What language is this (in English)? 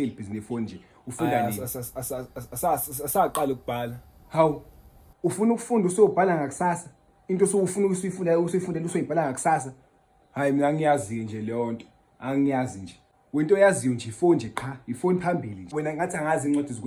Zulu